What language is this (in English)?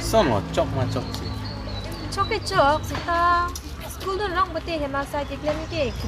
Karbi